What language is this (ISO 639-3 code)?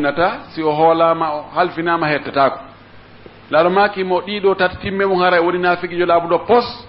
fuf